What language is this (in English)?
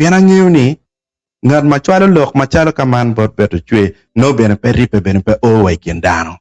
Acoli